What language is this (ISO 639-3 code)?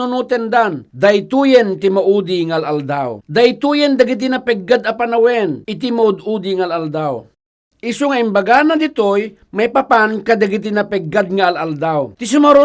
ilo